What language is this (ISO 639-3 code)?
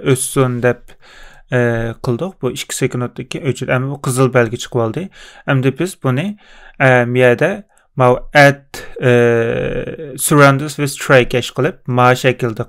uig